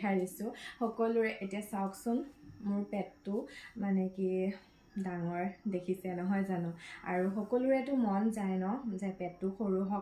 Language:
Assamese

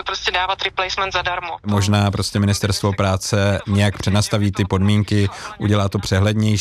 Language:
Czech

